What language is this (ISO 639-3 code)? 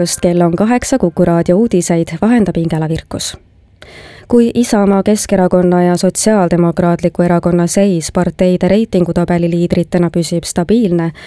est